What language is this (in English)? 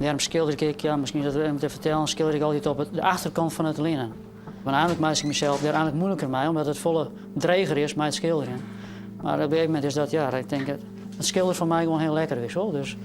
Western Frisian